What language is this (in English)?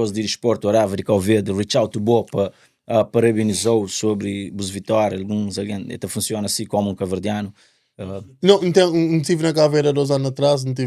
Kabuverdianu